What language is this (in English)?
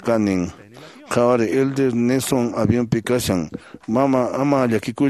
Quechua